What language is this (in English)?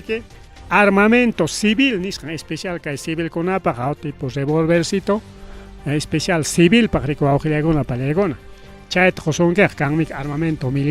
Ayacucho Quechua